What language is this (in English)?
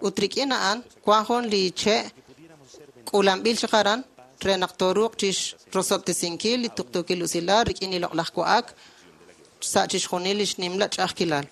Kekchí